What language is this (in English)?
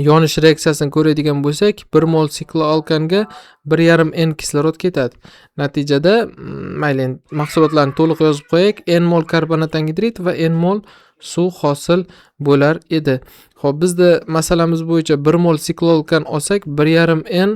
Uzbek